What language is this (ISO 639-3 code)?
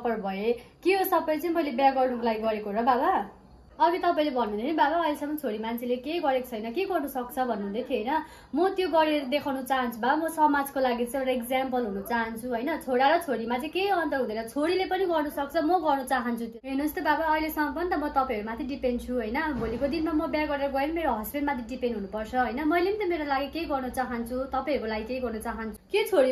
nep